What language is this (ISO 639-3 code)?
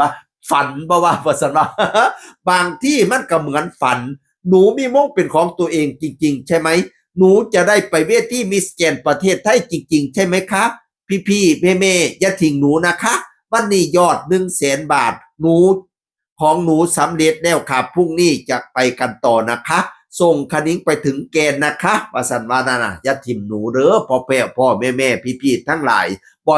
tts